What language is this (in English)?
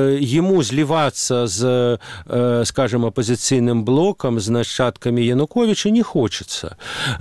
Belarusian